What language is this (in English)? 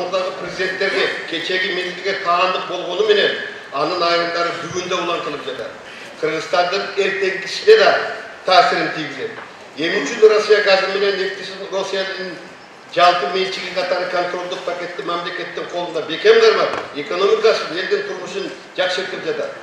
Kyrgyz